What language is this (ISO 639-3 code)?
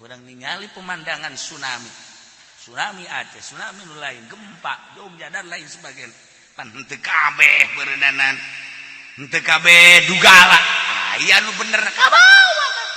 sun